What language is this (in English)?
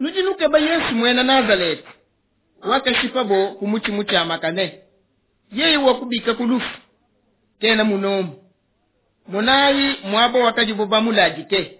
Luba-Lulua